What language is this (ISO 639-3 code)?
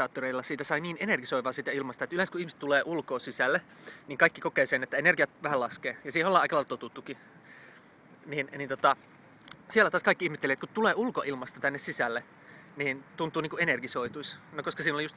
fin